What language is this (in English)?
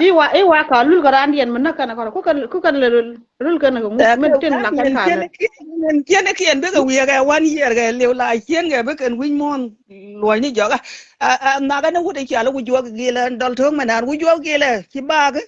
Nuer